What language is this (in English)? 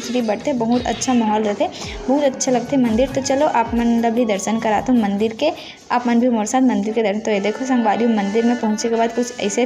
Chhattisgarhi